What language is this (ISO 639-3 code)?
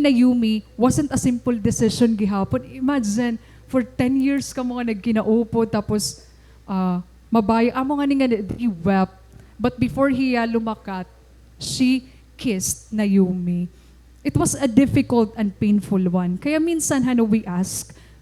war